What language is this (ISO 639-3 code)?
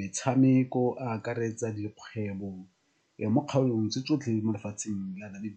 tsn